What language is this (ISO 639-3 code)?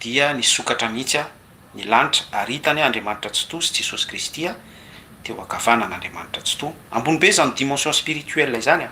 mlg